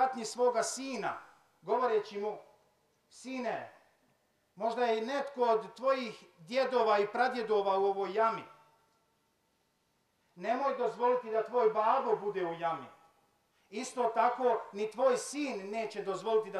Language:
Bosnian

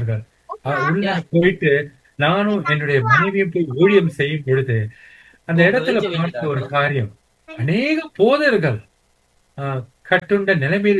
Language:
Tamil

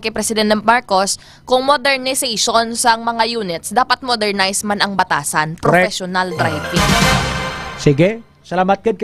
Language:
Hiligaynon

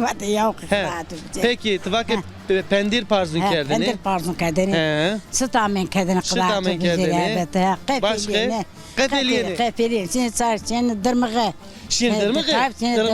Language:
Zaza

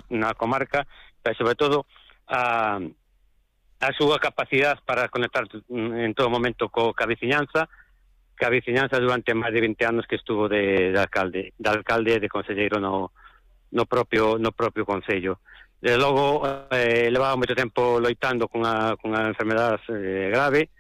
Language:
Galician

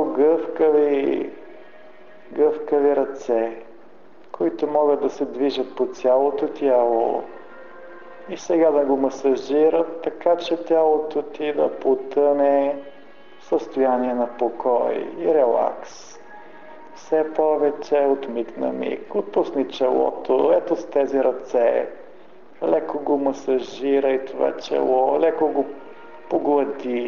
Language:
Bulgarian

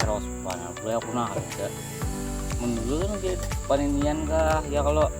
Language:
Banjar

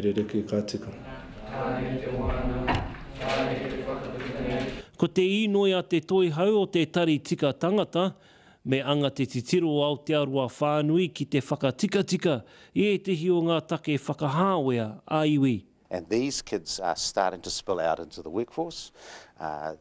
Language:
Māori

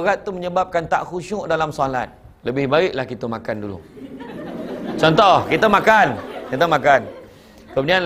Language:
Malay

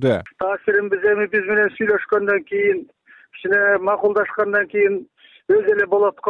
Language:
Kyrgyz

